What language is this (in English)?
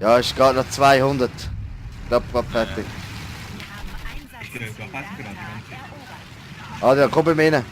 Swiss German